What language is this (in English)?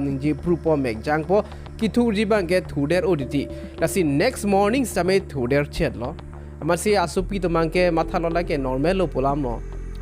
Karbi